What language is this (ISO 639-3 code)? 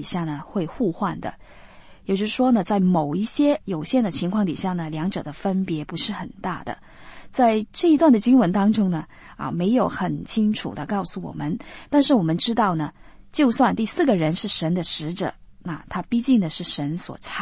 zho